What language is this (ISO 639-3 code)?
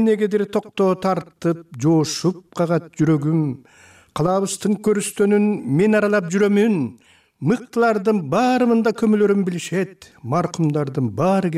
kir